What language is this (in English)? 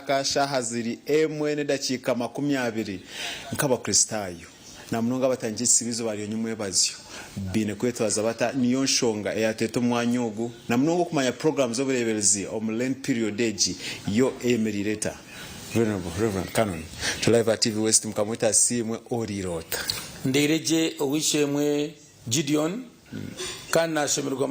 Nyankole